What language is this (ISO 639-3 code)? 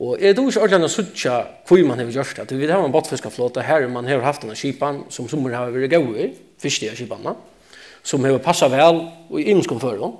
fao